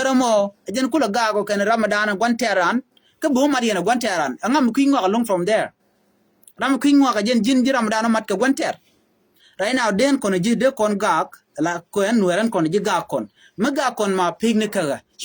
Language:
Nuer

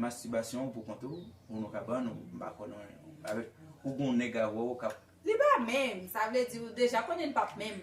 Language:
Haitian Creole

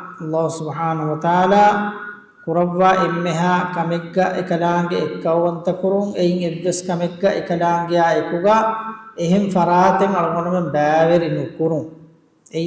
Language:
Divehi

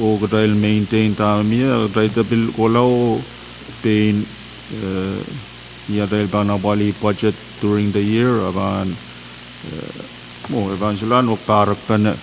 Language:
Pohnpeian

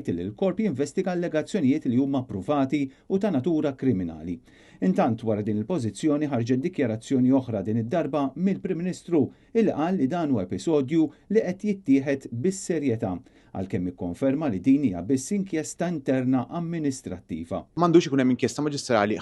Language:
Maltese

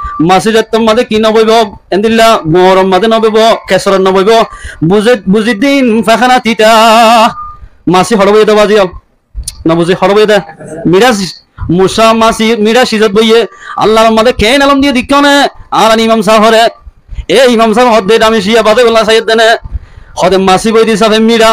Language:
Rohingya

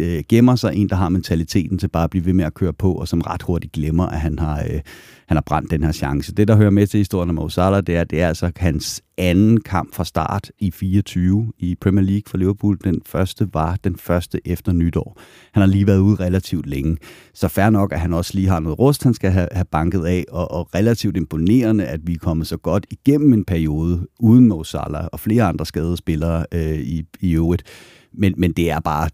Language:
Danish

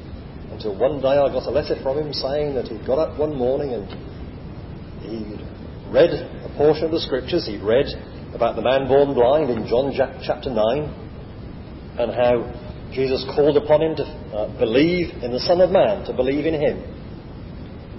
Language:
English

